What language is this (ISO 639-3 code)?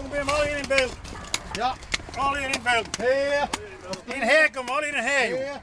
fry